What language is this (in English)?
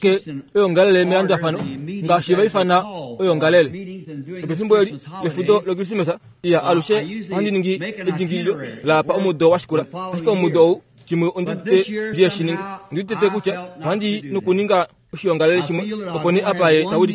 Kuanyama